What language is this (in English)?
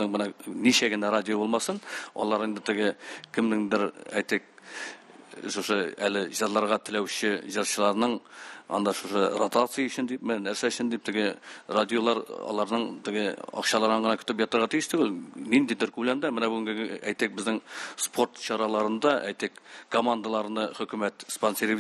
Tatar